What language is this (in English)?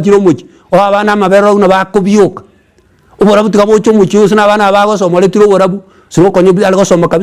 Gusii